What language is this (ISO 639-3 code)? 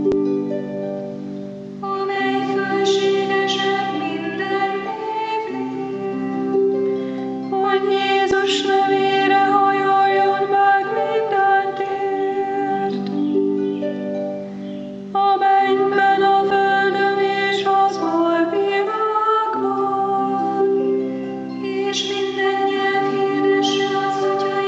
hun